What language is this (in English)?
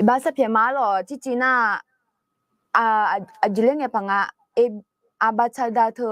Akha